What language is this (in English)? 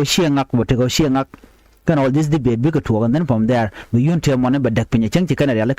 Nuer